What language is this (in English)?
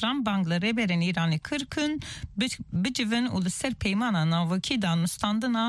Kurdish